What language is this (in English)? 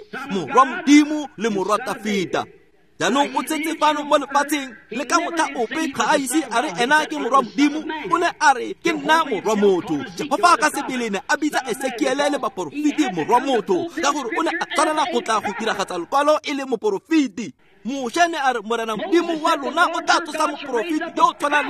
Tswana